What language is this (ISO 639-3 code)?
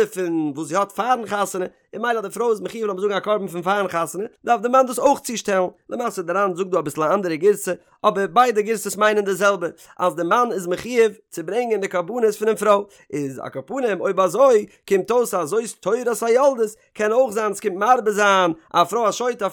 yid